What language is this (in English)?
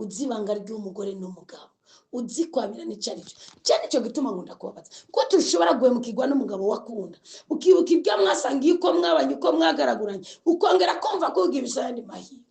Rundi